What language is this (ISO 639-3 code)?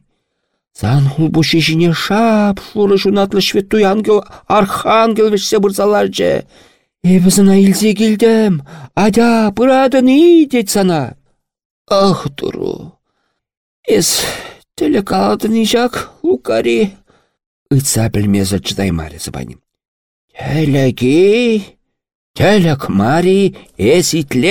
chv